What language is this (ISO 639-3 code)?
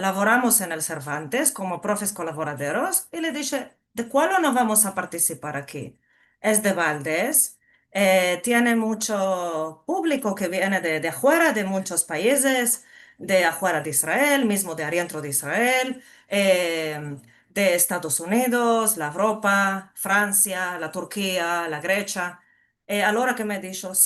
lad